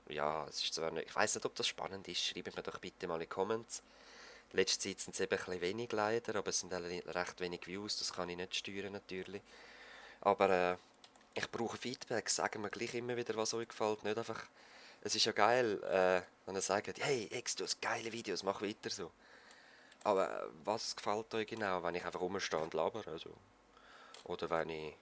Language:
Swiss German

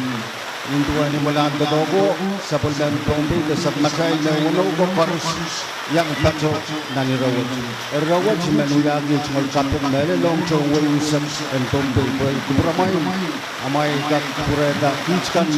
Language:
Pohnpeian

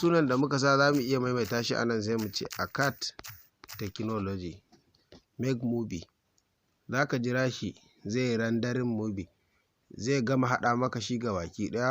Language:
Hausa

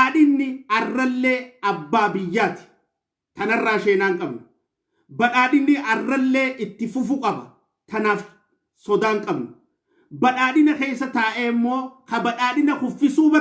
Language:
Oromo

